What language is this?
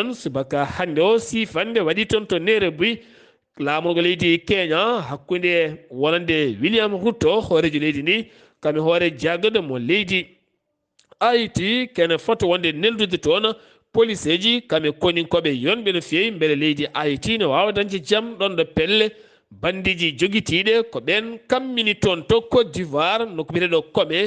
Fula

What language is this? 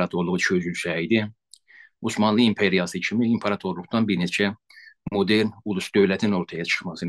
South Azerbaijani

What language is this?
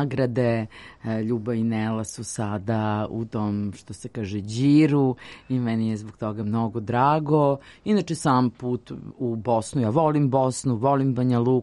Serbian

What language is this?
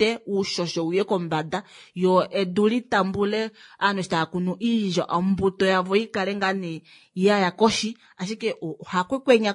Kuanyama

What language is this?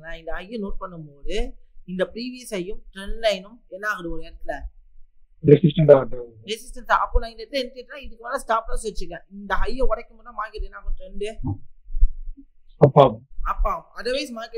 Tamil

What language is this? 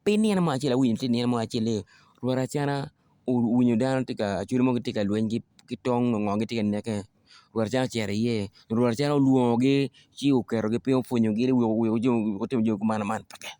Acoli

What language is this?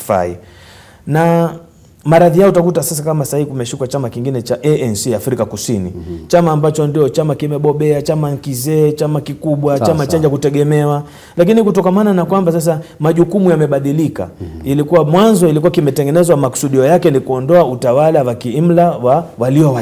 Swahili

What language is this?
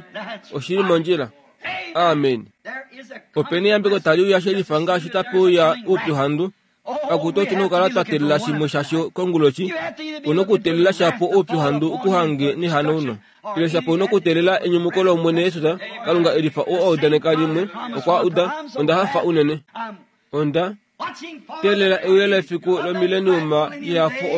Kuanyama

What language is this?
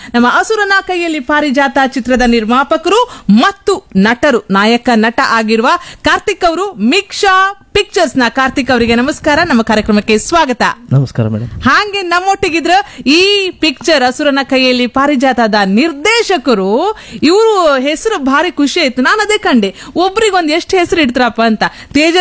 Kannada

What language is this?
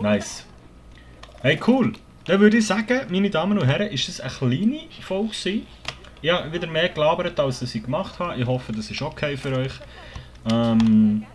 Swiss German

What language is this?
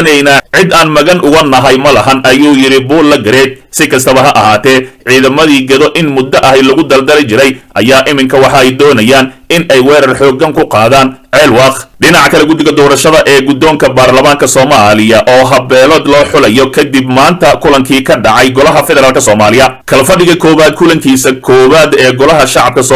Somali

